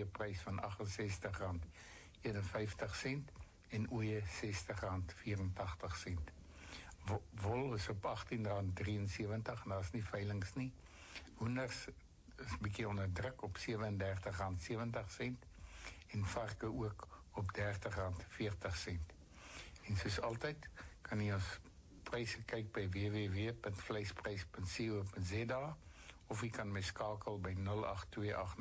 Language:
Afrikaans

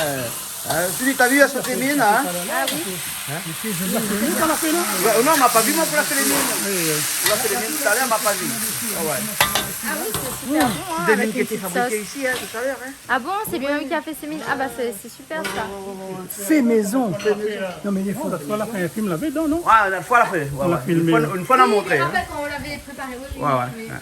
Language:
Réunion Creole French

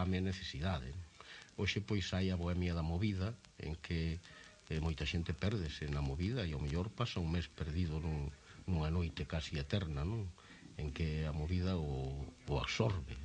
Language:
Galician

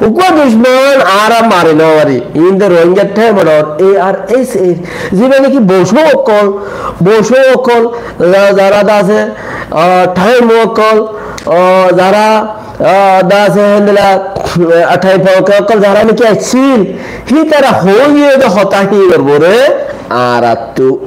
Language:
Rohingya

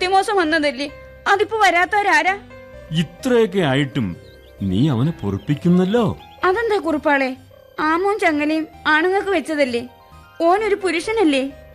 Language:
Malayalam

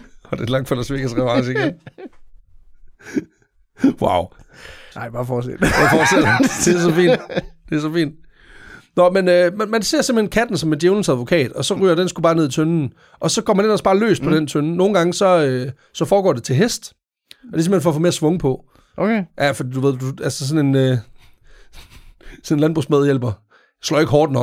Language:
Danish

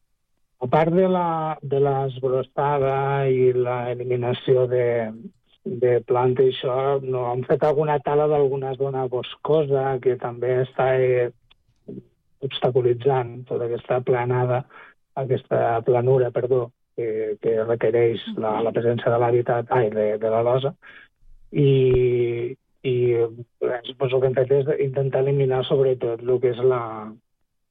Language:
Catalan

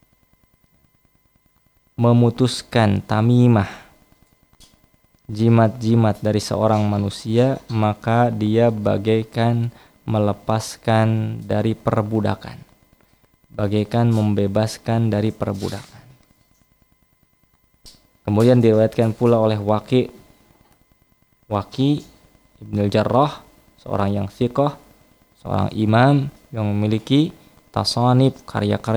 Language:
Indonesian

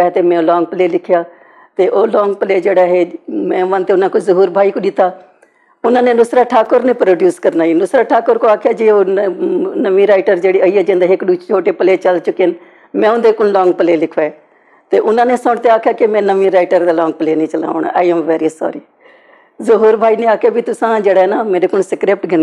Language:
Western Panjabi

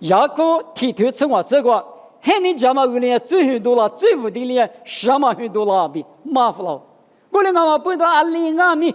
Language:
Lisu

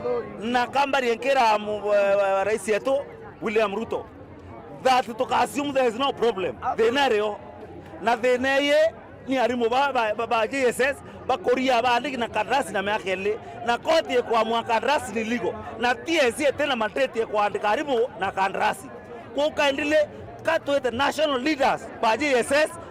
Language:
Meru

